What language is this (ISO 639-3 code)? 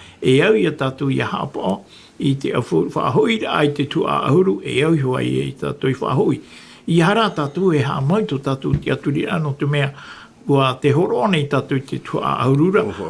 tah